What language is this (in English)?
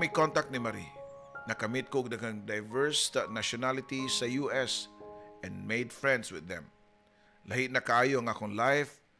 Cebuano